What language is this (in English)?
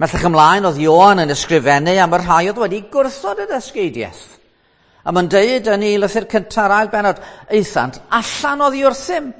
Welsh